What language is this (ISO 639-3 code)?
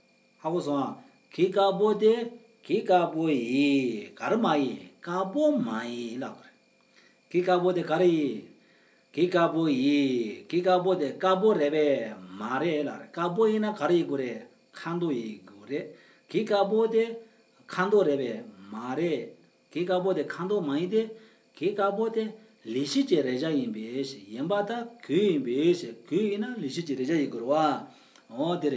bod